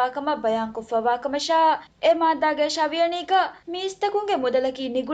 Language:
Divehi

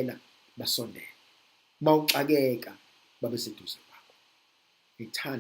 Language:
Zulu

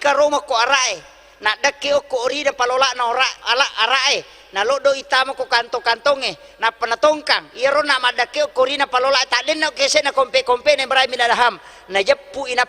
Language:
Buginese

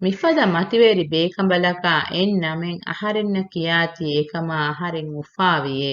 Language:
Divehi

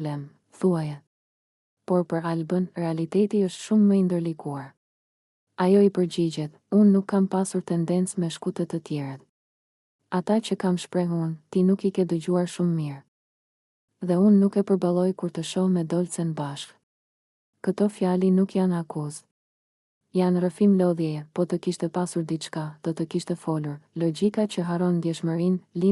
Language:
Albanian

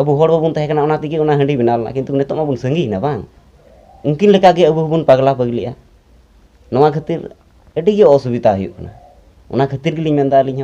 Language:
Santali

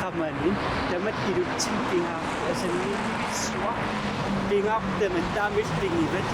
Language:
Kalaallisut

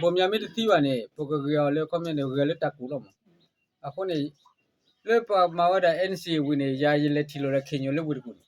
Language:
S'gaw Karen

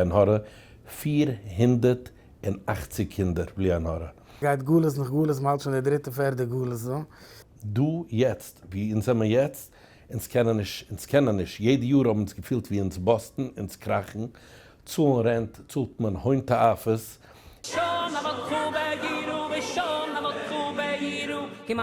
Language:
Yiddish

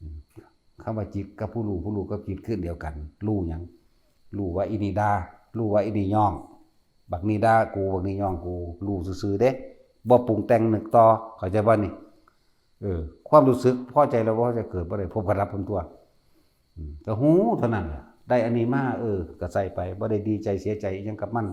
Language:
Northeastern Thai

